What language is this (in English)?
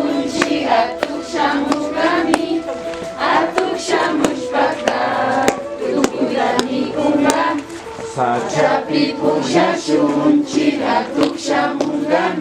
Imbabura Highland Quichua